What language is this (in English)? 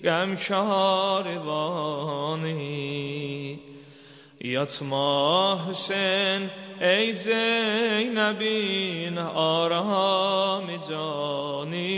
Azerbaijani